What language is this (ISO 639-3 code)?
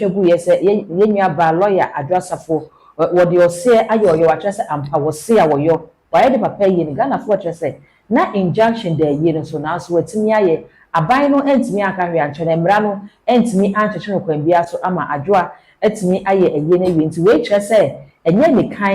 aka